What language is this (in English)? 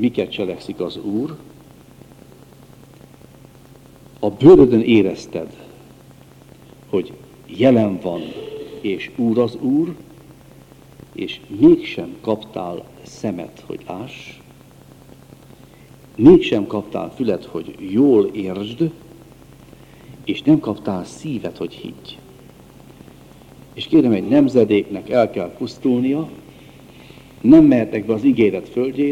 Hungarian